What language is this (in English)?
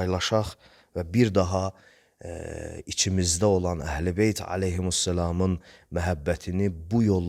Azerbaijani